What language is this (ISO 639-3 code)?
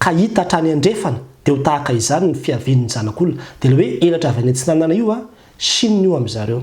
mlg